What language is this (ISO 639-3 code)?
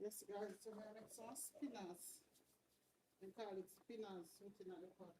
jam